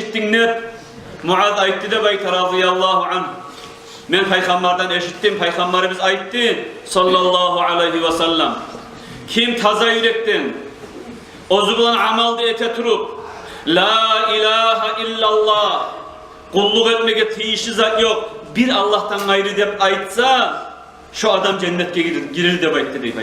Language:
Kumyk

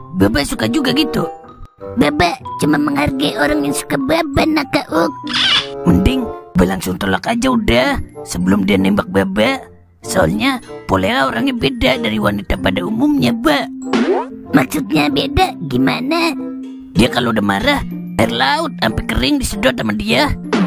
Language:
Betawi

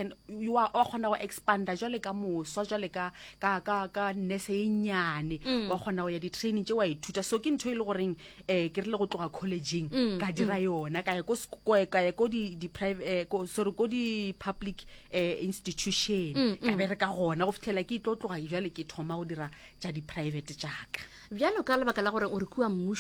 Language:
Northern Sotho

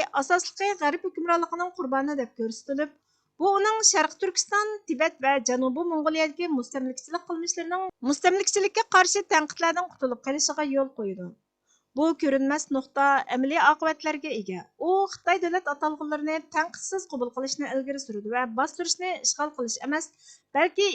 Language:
Uyghur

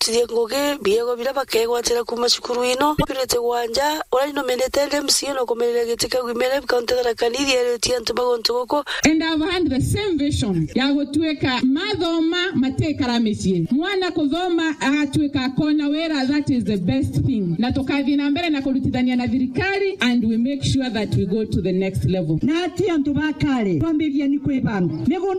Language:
Meru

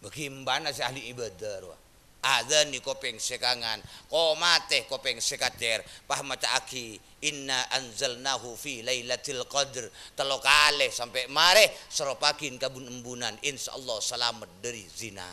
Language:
Madurese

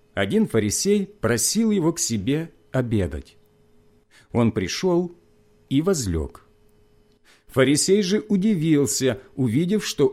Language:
Russian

